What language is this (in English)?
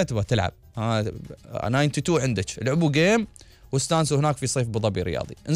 Gulf Arabic